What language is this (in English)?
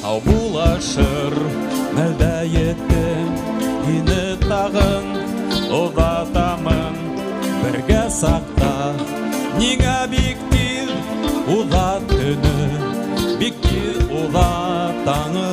Bashkir